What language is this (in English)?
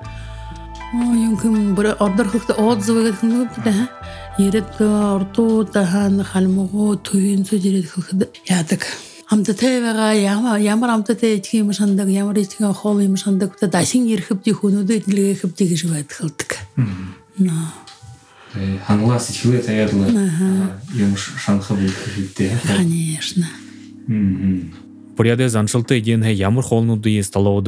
Buriat